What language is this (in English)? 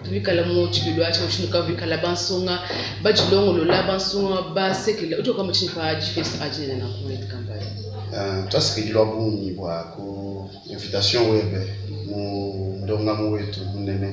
Luba-Lulua